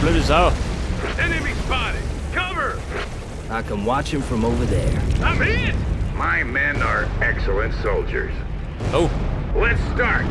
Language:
Bavarian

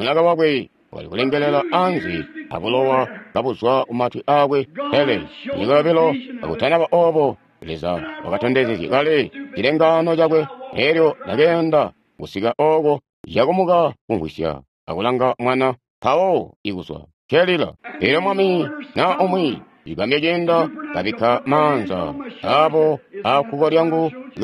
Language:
Tonga (Zambia)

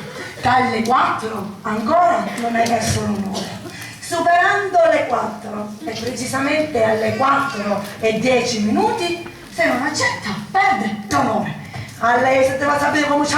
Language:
Sicilian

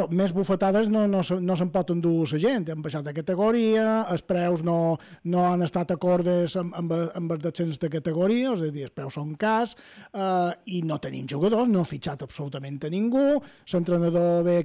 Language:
Catalan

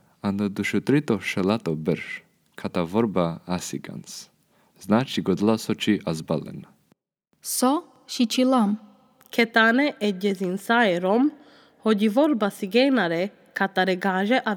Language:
Serbian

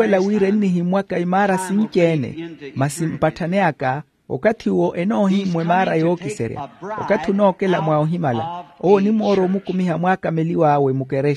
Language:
Makhuwa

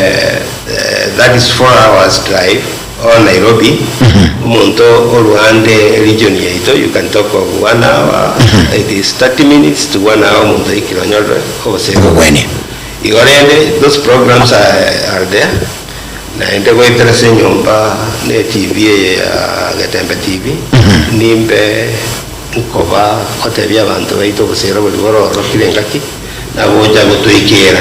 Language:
Gusii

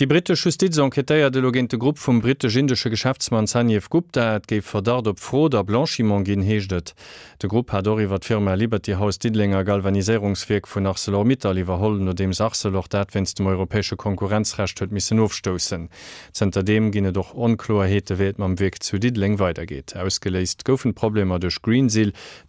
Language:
Luxembourgish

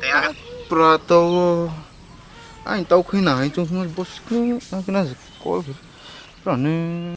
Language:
Riang (India)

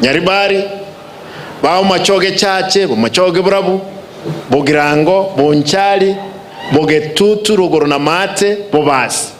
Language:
Gusii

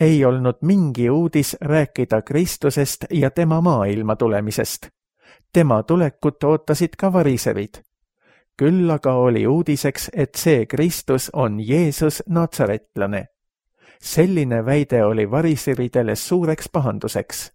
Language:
Estonian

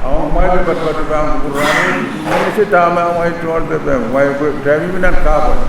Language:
Pohnpeian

